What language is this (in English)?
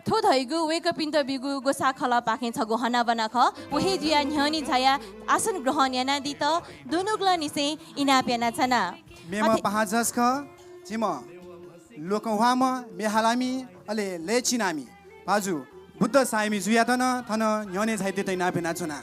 Newari